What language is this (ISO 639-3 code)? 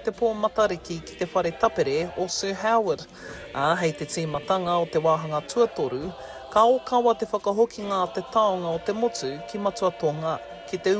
mri